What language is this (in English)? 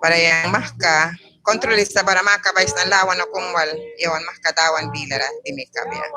Mískito